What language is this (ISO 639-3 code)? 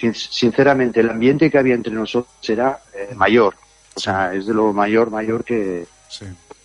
spa